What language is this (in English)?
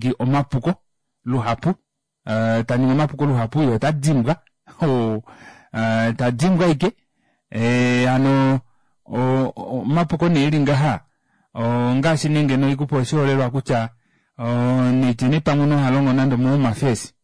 Kuanyama